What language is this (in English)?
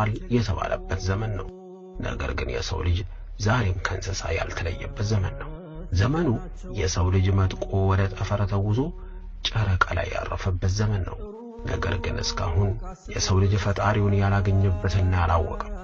Amharic